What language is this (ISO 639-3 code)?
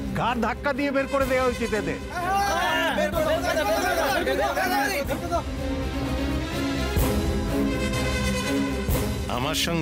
ben